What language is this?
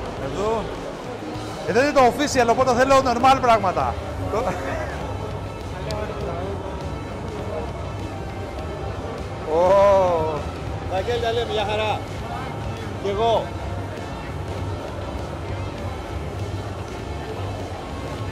Greek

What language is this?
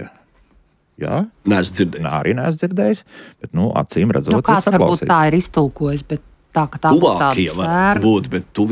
Latvian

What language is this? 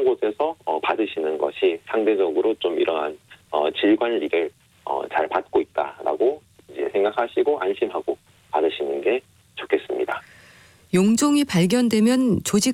Korean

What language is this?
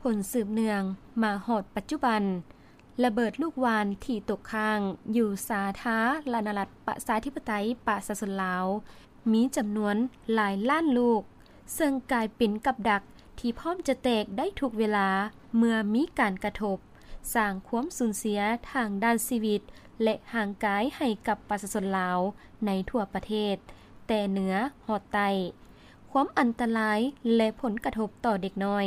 Lao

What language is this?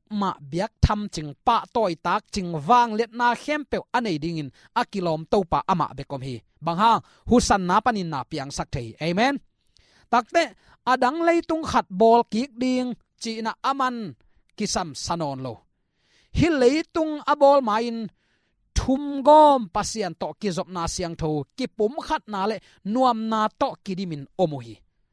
Tedim Chin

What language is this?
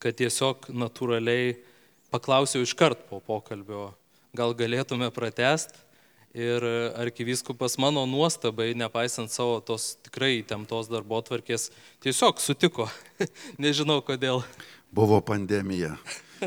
Lithuanian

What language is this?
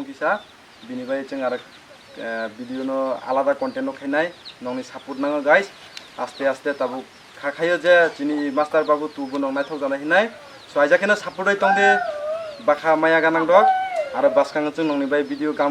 Kok Borok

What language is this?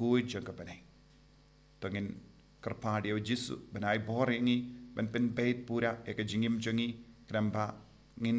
Khasi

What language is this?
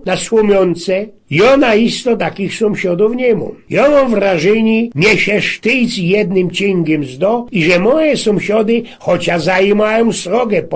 Silesian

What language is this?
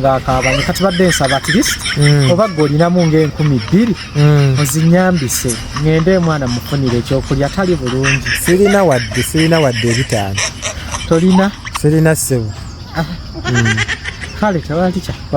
Ganda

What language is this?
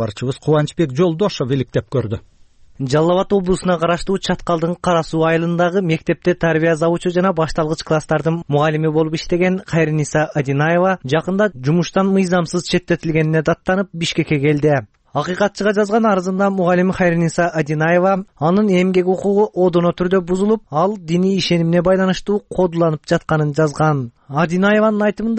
Kyrgyz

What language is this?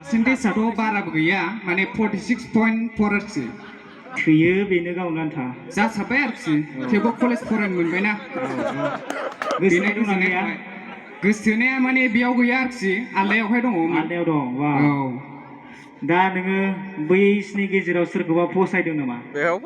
Bodo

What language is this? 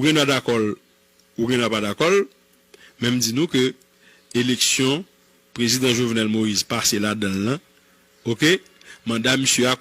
Haitian Creole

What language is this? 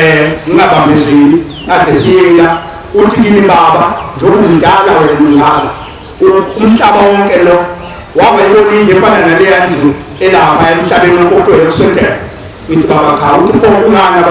Zulu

